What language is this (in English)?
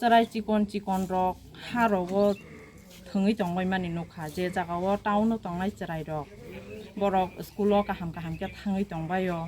Kok Borok